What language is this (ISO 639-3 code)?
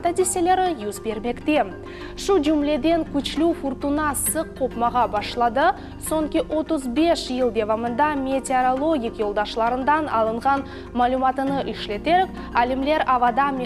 crh